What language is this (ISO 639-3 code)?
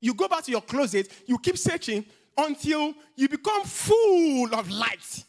eng